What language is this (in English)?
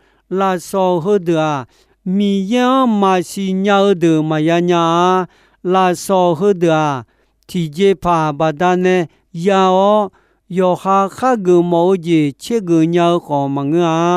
Akha